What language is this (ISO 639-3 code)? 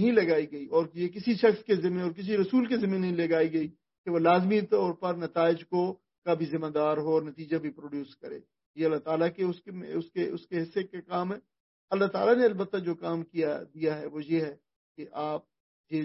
urd